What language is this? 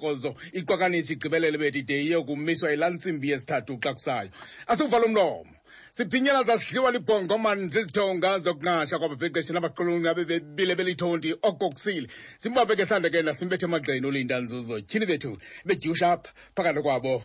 Xhosa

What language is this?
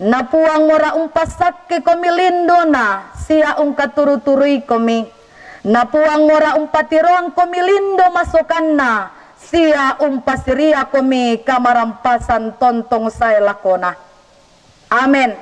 Toraja-Sa'dan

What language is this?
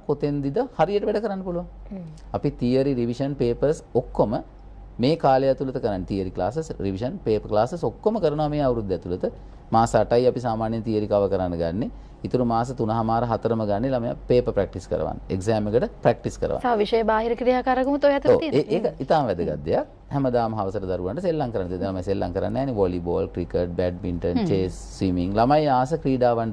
Sinhala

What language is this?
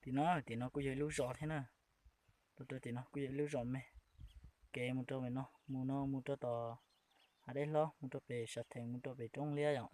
Hmong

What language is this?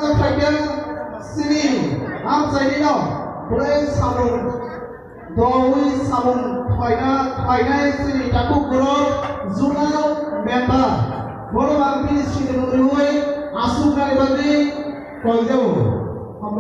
Kok Borok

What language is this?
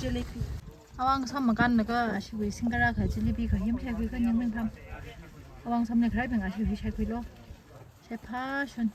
Tangkhul Naga (India)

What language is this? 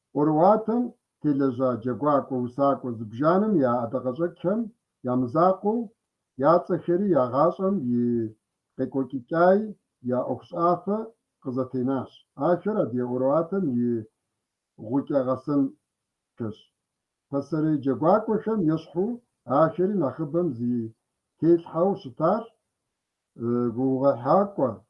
Kabardian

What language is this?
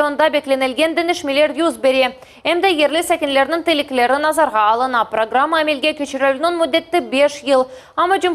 Crimean Tatar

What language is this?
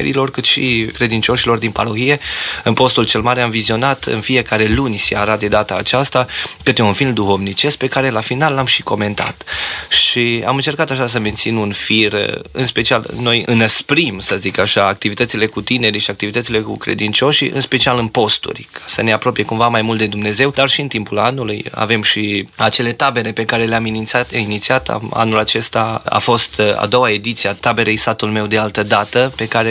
Romanian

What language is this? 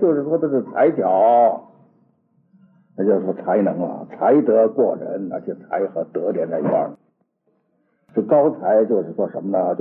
Chinese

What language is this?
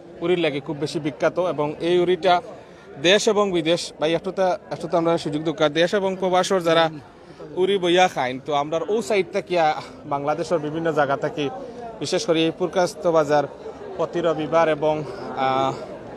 Sylheti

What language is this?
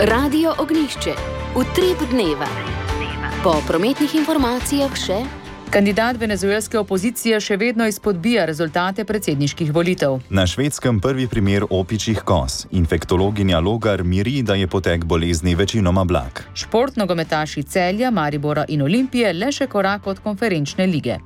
Slovenian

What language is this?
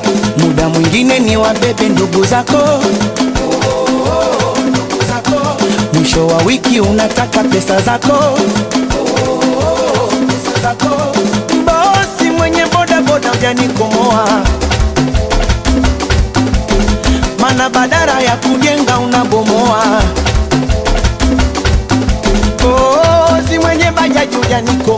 Swahili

